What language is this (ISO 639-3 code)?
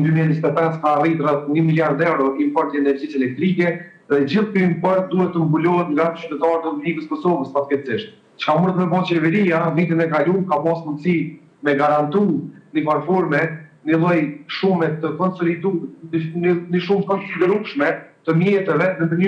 sqi